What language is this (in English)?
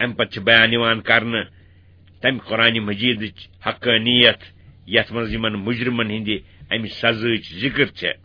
Kashmiri